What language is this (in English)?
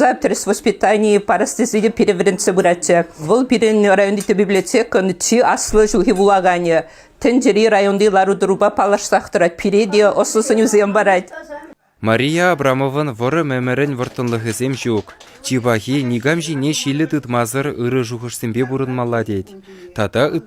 Chuvash